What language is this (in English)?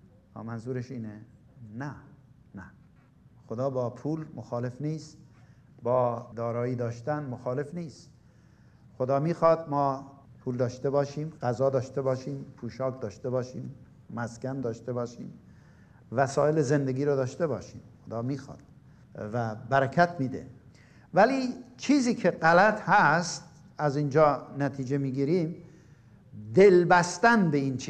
Persian